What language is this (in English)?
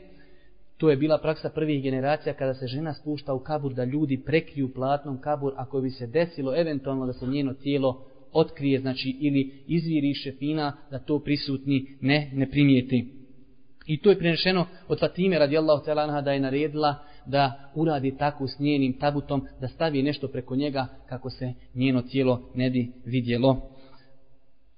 Bosnian